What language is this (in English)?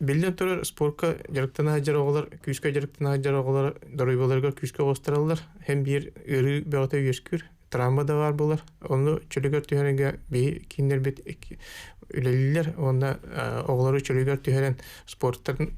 Yakut